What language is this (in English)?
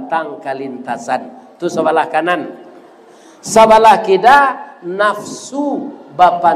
Minangkabau